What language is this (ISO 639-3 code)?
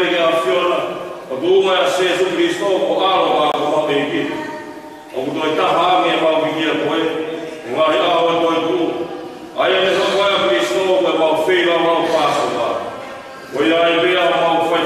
ton